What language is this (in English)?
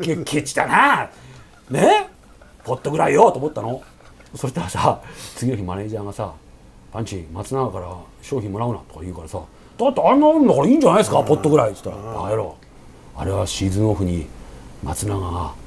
Japanese